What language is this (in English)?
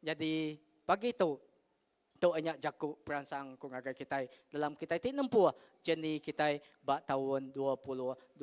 Iban